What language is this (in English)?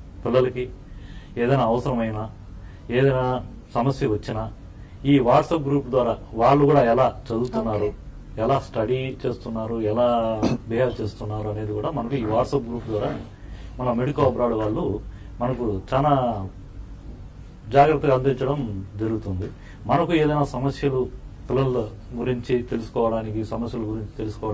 Telugu